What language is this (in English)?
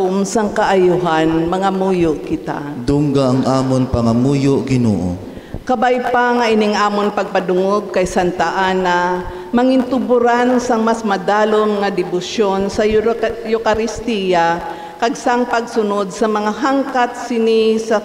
Hiligaynon